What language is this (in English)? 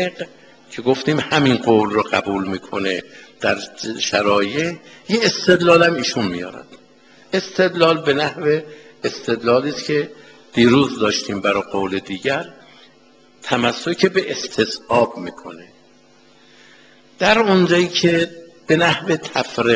Persian